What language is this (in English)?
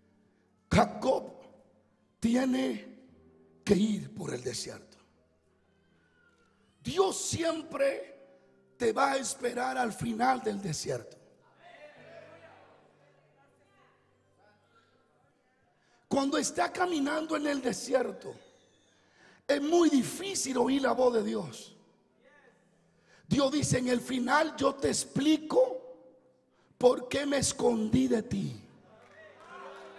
Spanish